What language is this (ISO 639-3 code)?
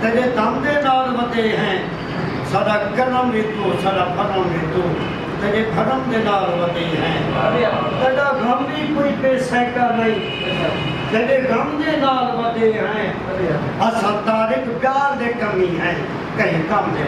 skr